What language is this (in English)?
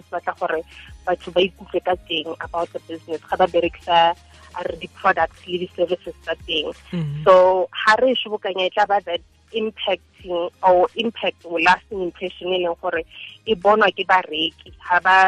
Tswana